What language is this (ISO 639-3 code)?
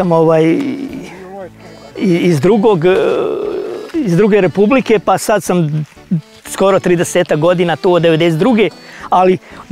srp